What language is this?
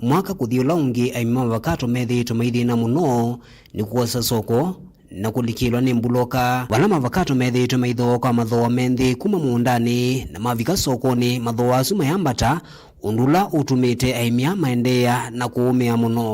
Kamba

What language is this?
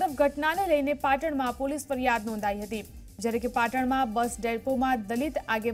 Gujarati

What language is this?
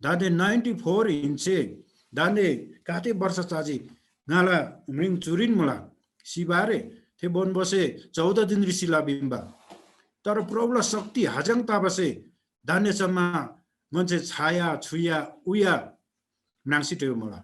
Eastern Tamang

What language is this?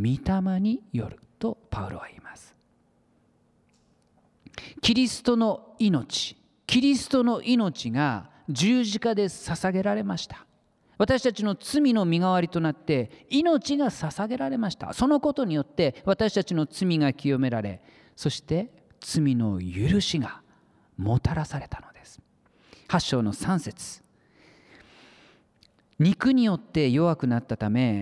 Japanese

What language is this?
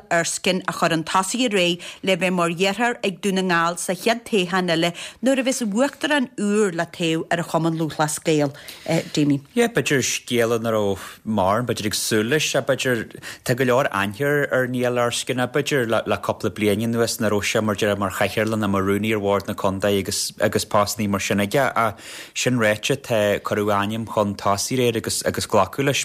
Irish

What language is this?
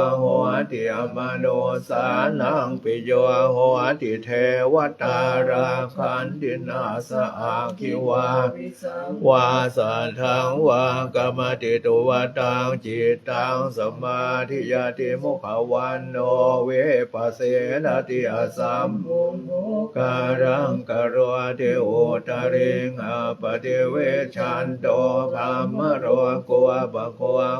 Pali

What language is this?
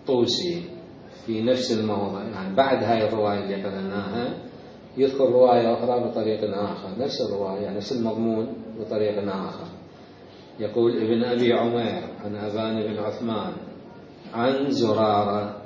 Mesopotamian Arabic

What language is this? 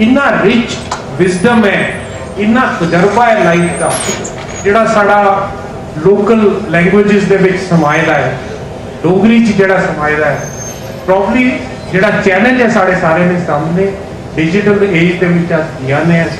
Dogri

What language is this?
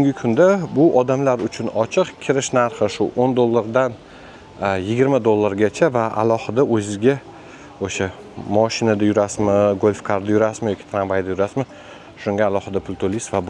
Uzbek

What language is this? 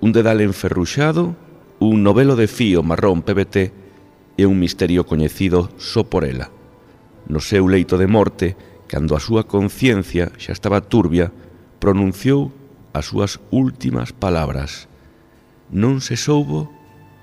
Galician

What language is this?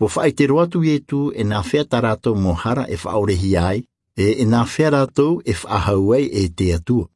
Tahitian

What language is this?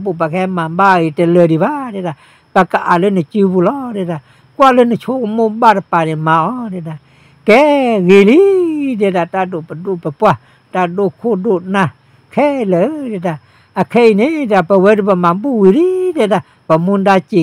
S'gaw Karen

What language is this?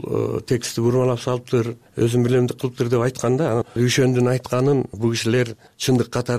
Kyrgyz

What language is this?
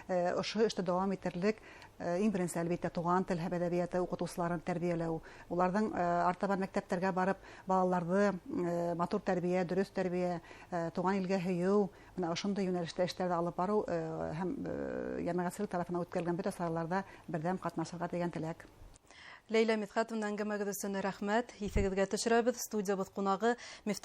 Bashkir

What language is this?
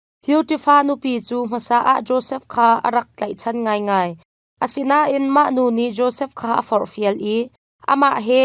Hakha Chin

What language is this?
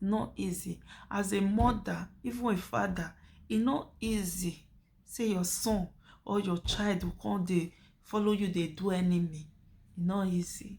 Nigerian Pidgin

